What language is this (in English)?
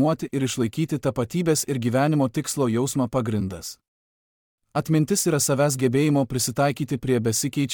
Lithuanian